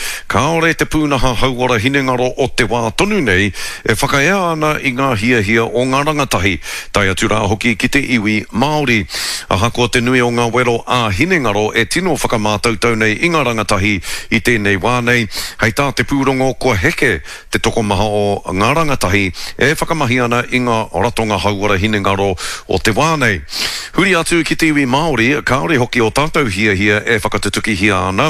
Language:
Māori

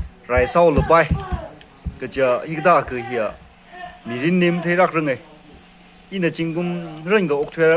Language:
Tangkhul Naga (India)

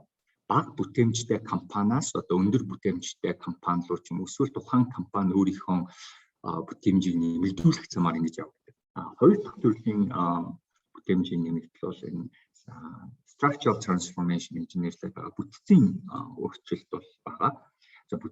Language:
Mongolian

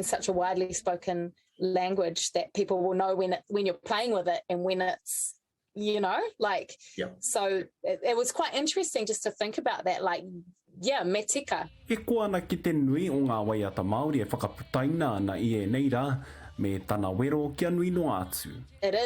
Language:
Māori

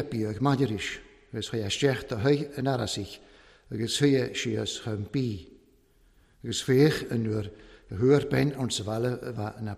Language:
Welsh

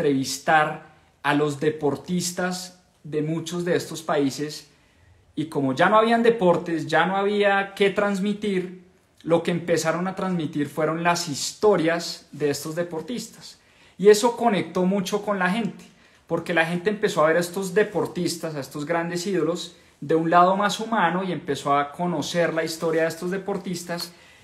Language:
Spanish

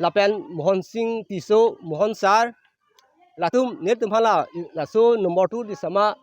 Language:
Karbi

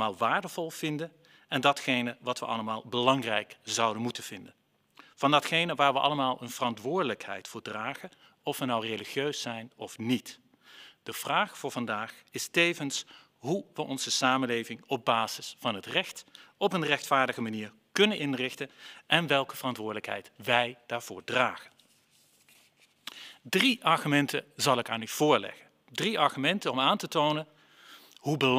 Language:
Dutch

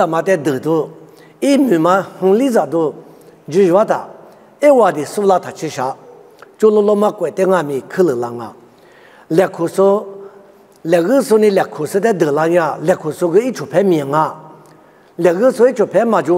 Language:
Lisu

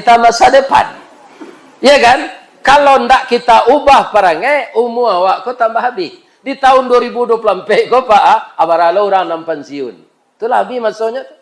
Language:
Minangkabau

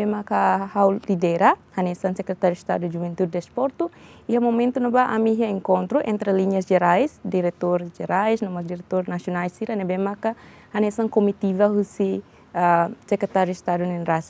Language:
Tetum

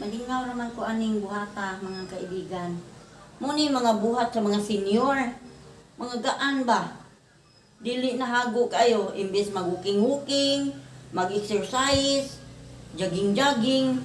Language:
Cebuano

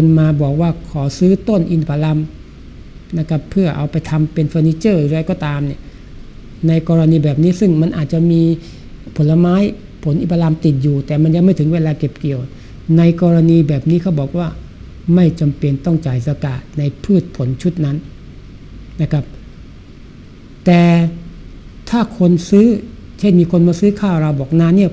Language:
Thai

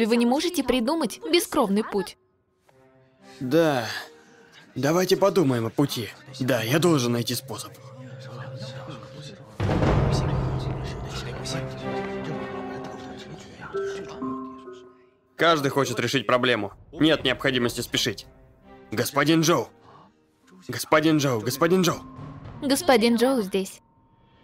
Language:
Russian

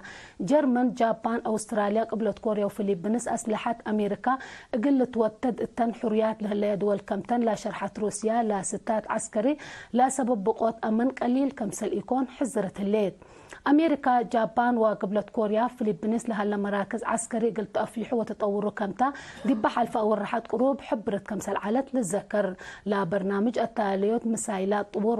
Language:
Tigre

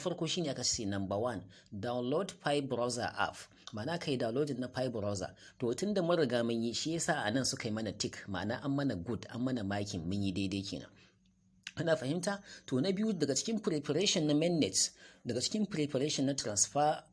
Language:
Hausa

